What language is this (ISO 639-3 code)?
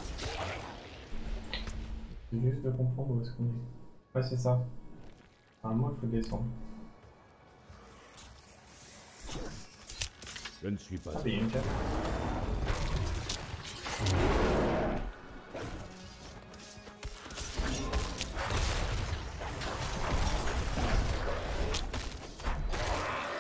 fra